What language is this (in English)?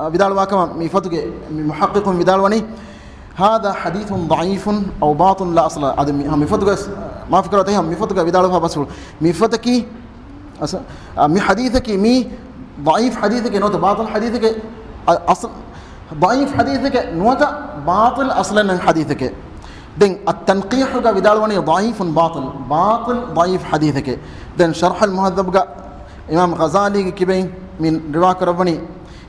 Divehi